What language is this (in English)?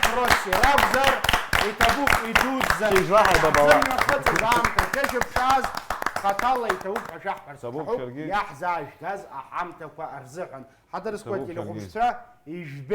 Abkhazian